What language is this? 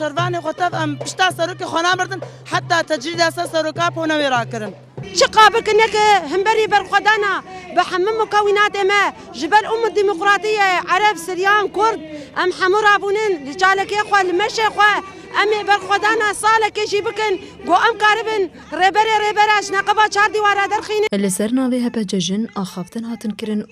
Kurdish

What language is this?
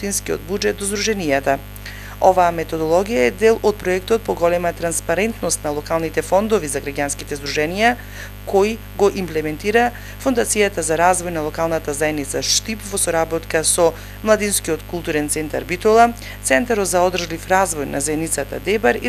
Macedonian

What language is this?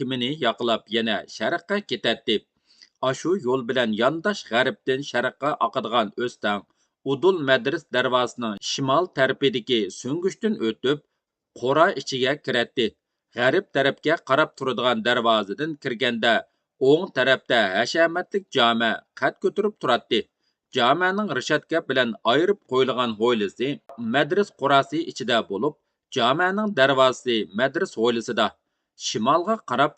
Uyghur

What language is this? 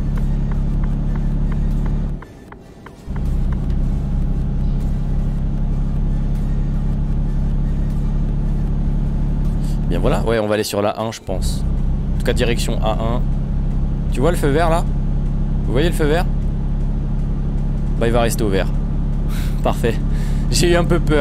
French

